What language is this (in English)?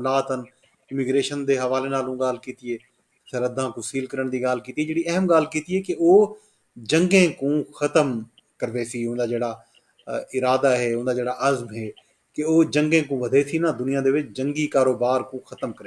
Saraiki